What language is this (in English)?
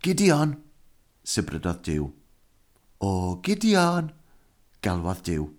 Welsh